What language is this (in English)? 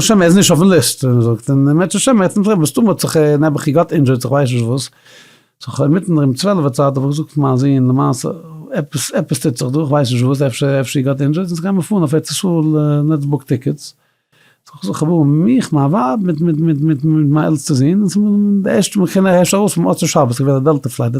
Yiddish